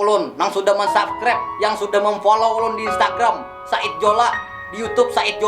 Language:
Banjar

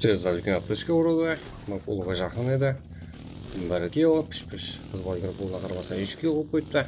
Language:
Kara-Kalpak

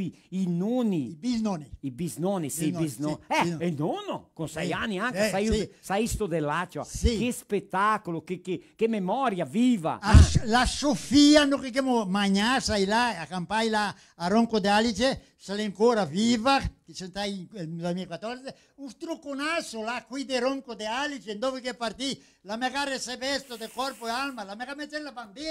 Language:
Venetian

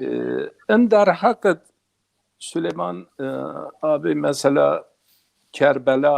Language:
Zaza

